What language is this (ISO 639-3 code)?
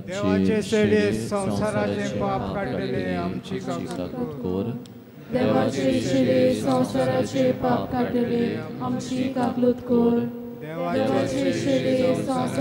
kok